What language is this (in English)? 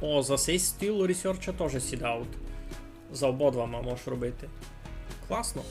Rusyn